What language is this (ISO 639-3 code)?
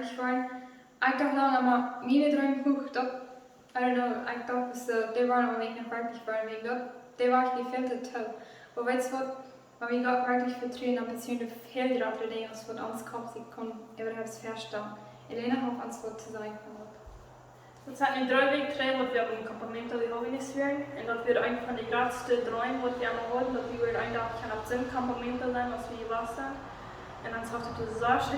pdt